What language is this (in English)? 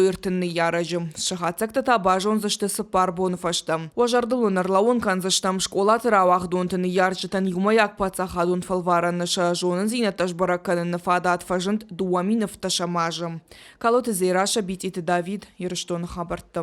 Ossetic